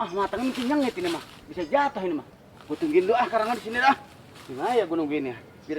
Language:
Betawi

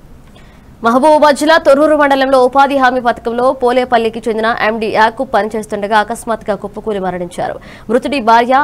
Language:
Telugu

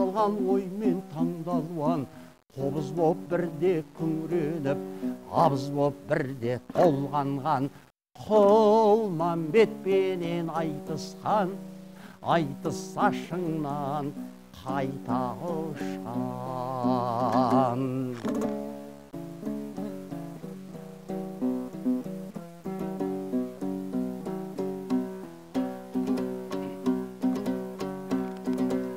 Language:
Kazakh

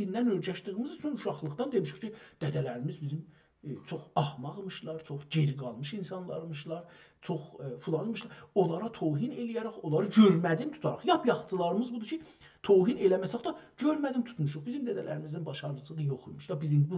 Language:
South Azerbaijani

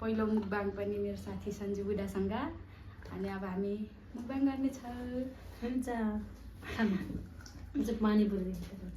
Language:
Nepali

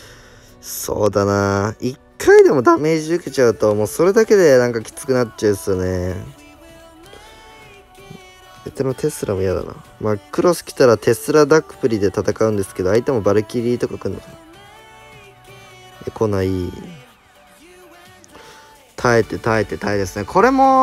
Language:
Japanese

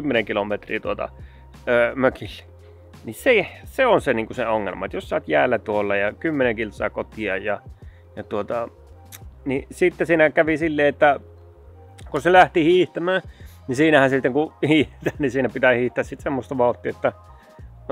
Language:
Finnish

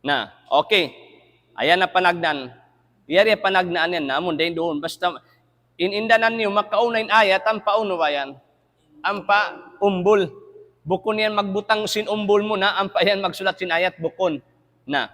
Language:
Tausug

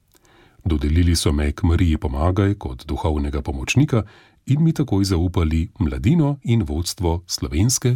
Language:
Slovenian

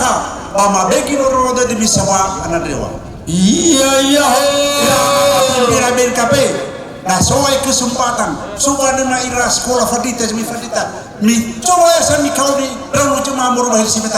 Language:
Nias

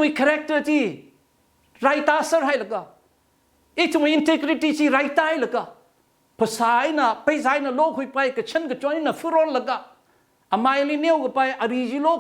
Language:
Tangkhul Naga (India)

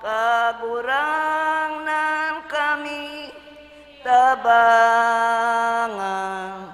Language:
Bikol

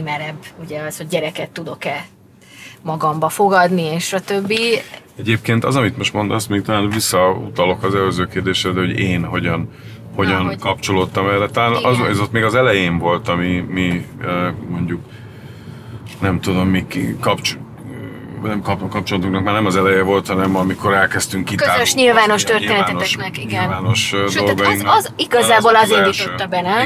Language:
Hungarian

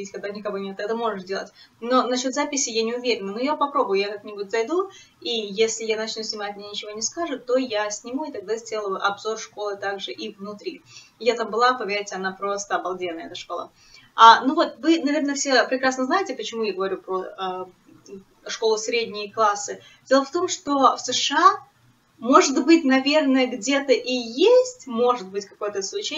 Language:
Russian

